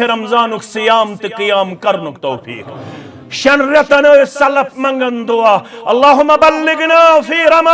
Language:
Kashmiri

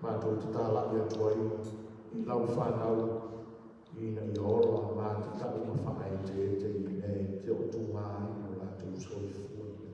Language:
Samoan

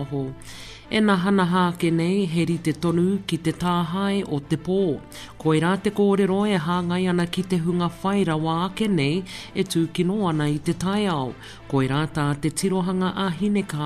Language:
Māori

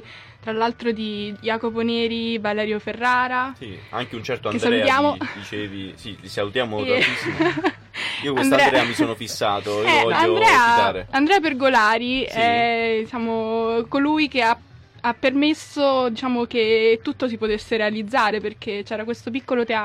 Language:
Italian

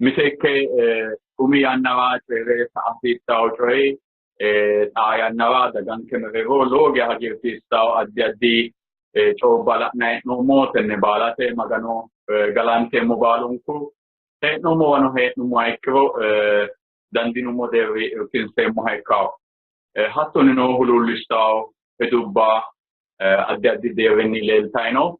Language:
Sidamo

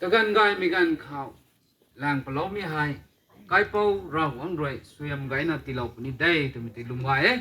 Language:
Rongmei Naga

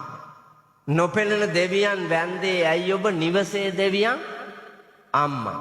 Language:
Sinhala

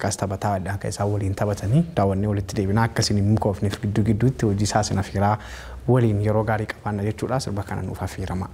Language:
Oromo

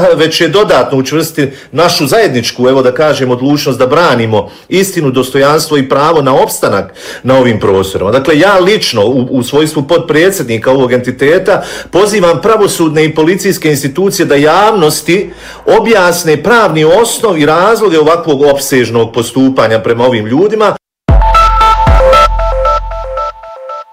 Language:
Bosnian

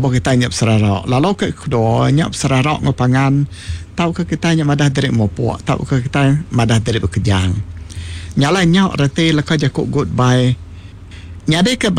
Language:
Iban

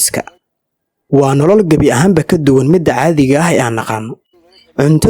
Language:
Somali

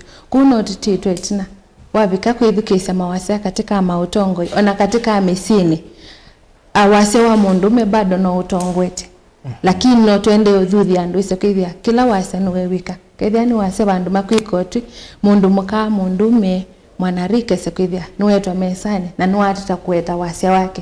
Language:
Kamba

